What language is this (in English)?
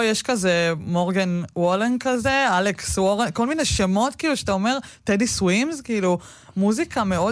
Hebrew